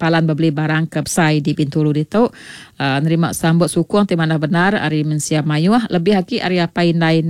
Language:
Iban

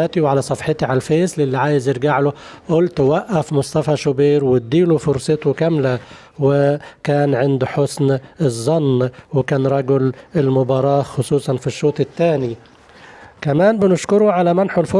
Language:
Egyptian Arabic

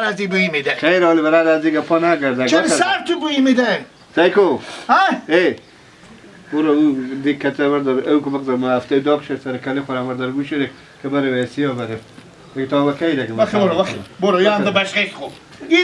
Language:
Persian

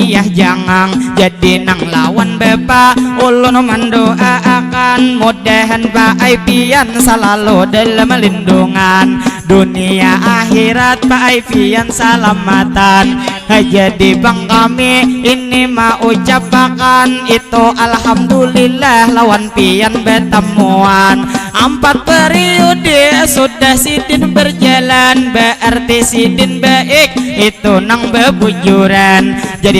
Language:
Banjar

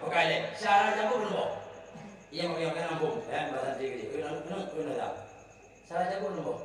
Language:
Achinese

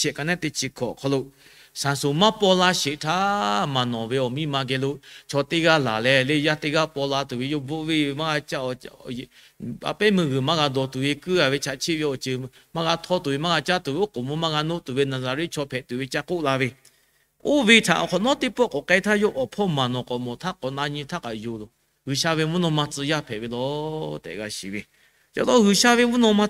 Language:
Lahu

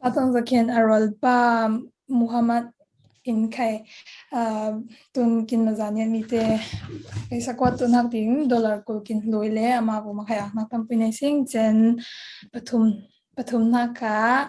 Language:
Falam Chin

